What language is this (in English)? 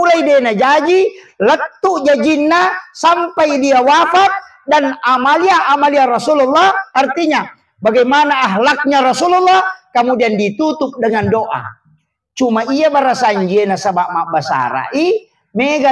Buginese